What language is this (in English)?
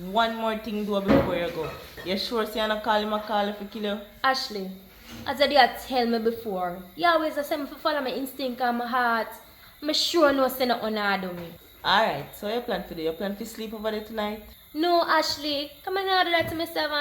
Jamaican Creole English